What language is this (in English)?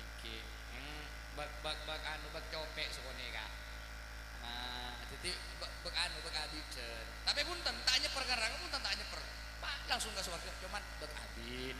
Madurese